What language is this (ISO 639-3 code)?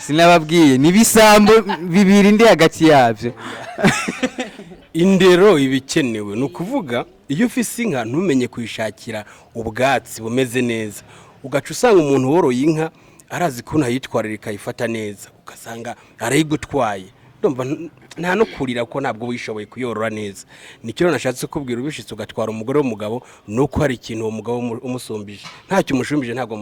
run